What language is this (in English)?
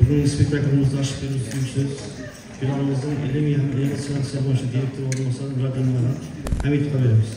Kara-Kalpak